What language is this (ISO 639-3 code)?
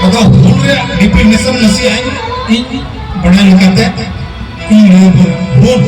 sat